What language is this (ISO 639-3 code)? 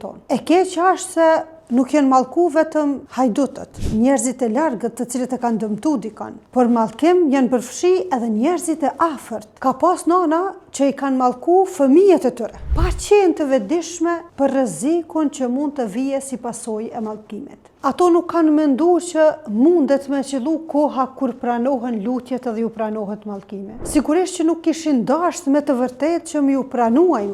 sqi